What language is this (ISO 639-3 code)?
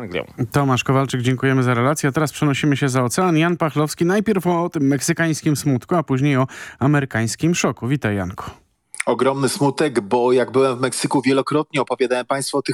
pol